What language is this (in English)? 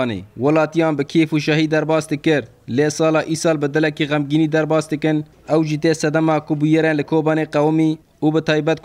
Kurdish